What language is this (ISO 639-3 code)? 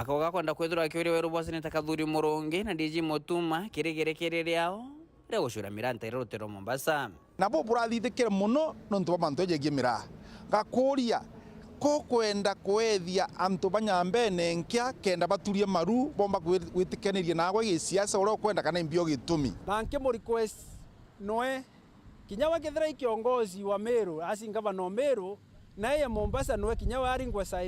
mer